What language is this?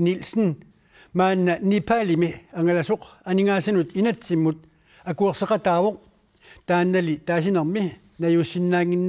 Kalaallisut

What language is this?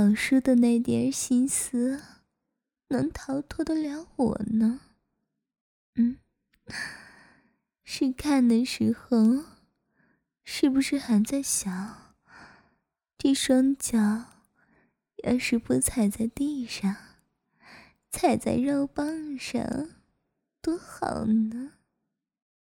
Chinese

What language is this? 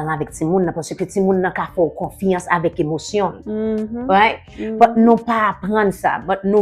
Haitian Creole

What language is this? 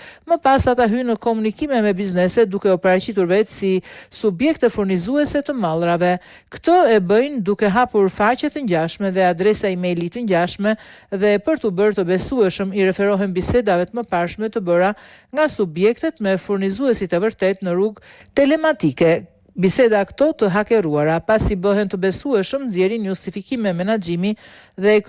Albanian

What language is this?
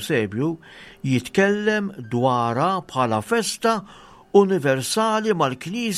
Maltese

